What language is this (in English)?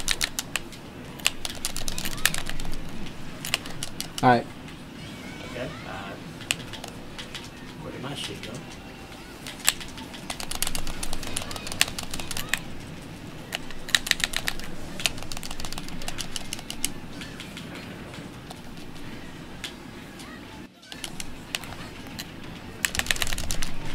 English